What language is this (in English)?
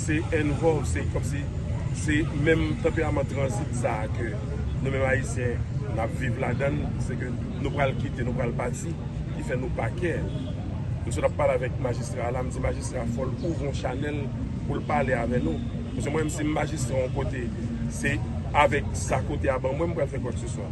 Haitian Creole